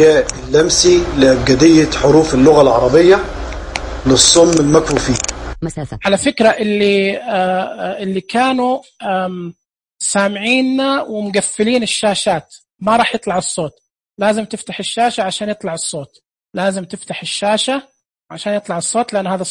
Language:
Najdi Arabic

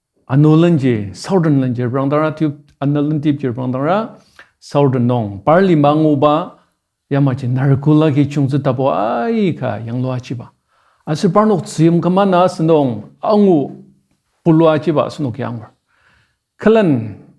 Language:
Ao Naga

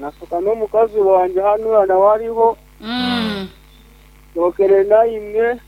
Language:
Nyankole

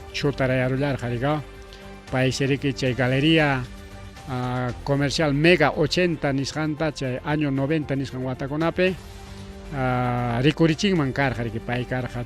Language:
Ayacucho Quechua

